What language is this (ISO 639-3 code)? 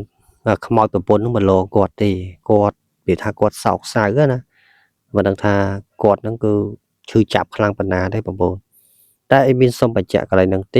khm